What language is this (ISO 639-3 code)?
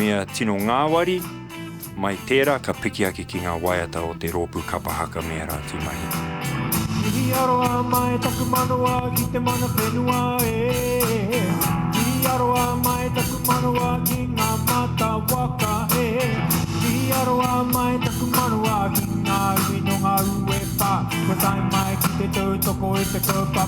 mri